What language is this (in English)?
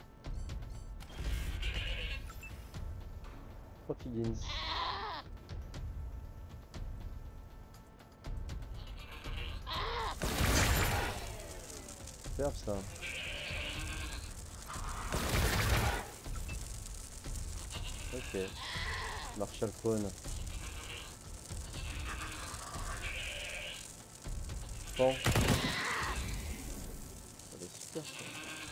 French